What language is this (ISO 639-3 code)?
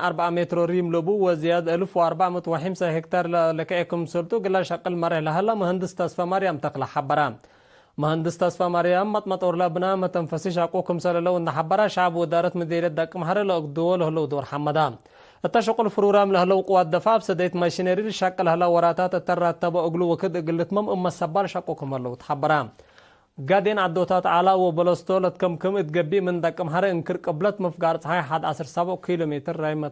tig